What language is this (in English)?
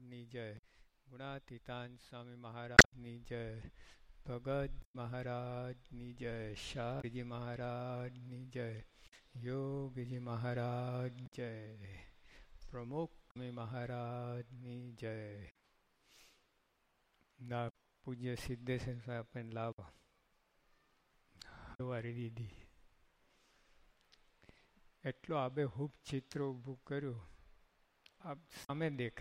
Gujarati